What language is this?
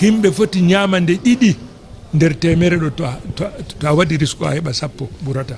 Fula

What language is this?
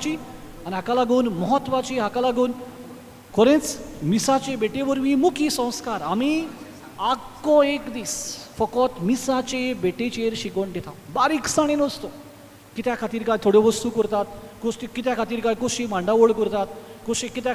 Konkani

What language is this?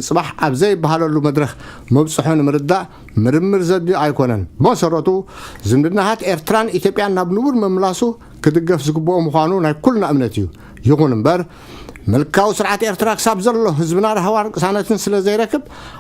Tigrinya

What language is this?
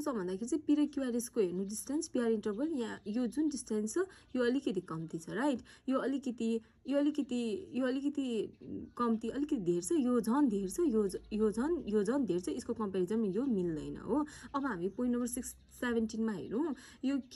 Nepali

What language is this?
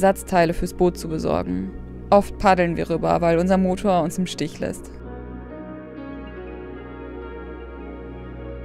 German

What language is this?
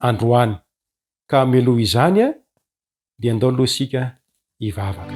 Malagasy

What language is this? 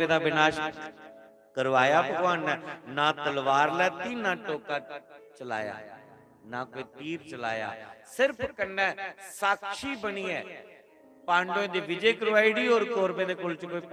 Dogri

